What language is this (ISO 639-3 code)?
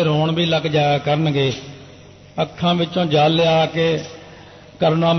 pan